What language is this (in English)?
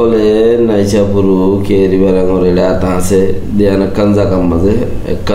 Rohingya